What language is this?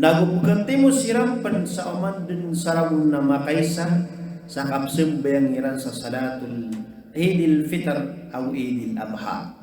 Maranao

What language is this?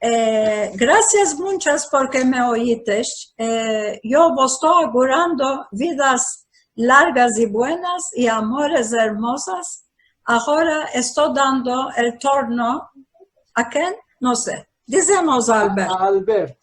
Ladino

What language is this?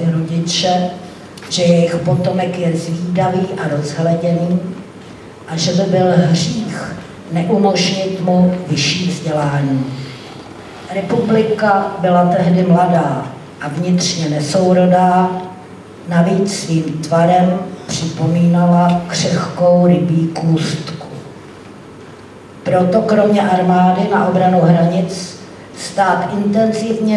Czech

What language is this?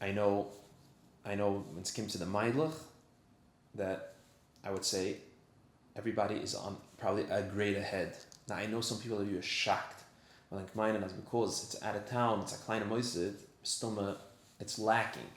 Yiddish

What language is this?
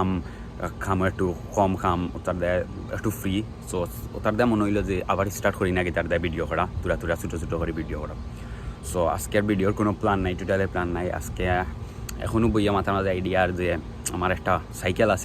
Sylheti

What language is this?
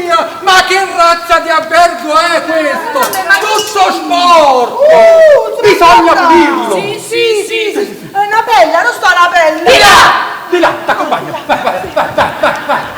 Neapolitan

